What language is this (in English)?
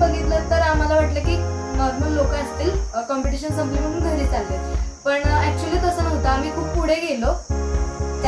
Marathi